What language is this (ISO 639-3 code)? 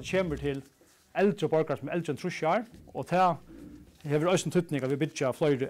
fao